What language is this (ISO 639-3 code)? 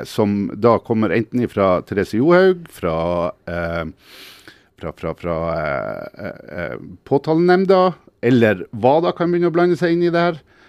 nor